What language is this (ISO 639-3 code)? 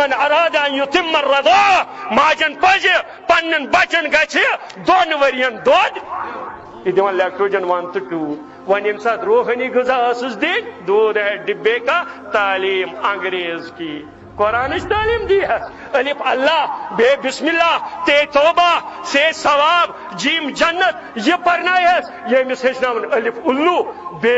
kas